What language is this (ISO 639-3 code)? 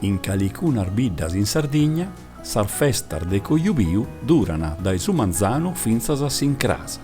srd